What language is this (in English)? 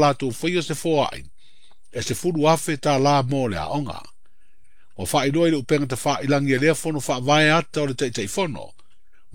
Samoan